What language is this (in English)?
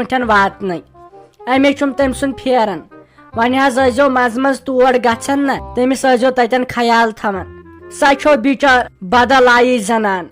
Kashmiri